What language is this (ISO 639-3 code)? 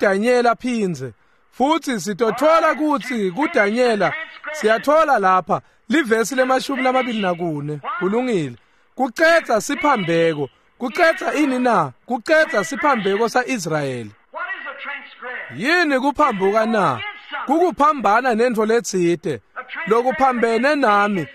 ssw